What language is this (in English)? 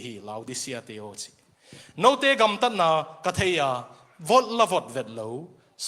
Tedim Chin